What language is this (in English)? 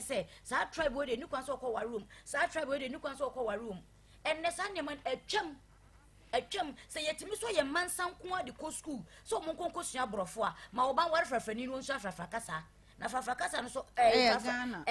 Akan